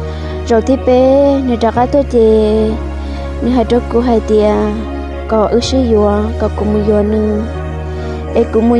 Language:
Hmong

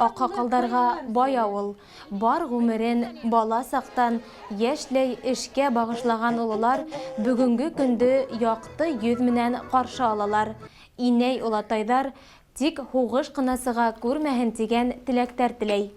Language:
Bashkir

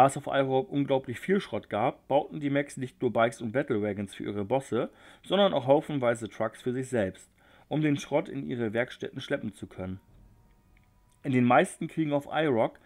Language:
German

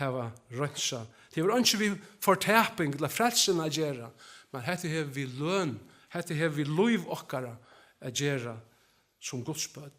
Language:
Faroese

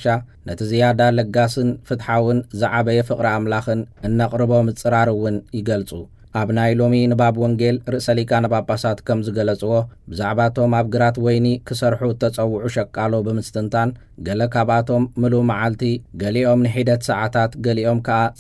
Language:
Tigrinya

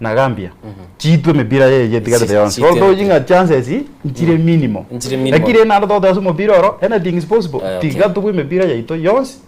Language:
Gusii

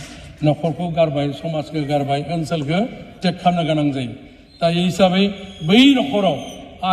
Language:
Bodo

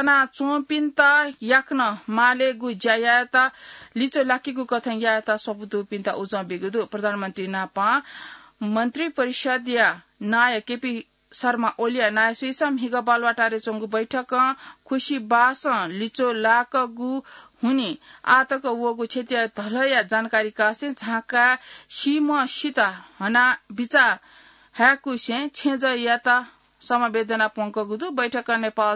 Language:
Newari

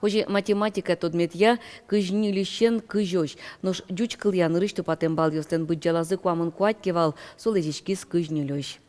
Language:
Udmurt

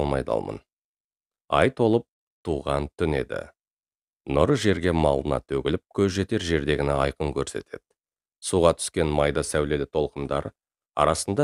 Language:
Kazakh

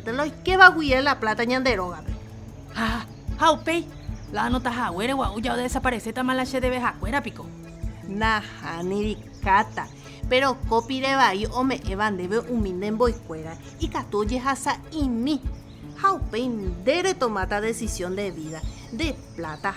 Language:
Guarani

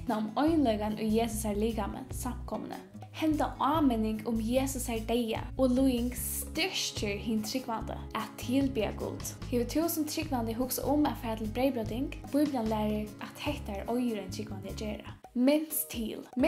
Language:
Faroese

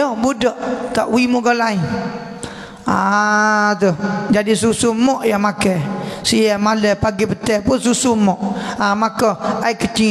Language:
Malay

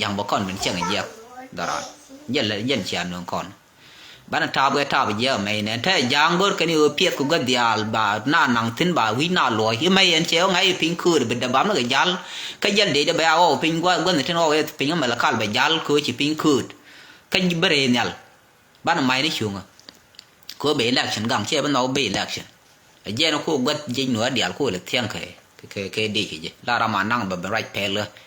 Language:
Nuer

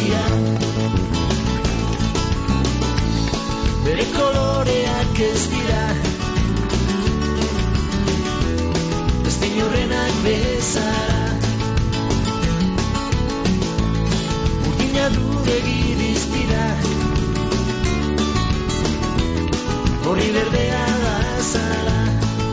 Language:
Basque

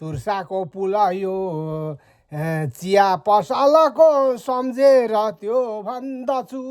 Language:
Nepali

